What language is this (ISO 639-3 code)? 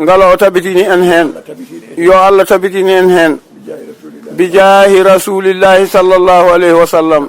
ful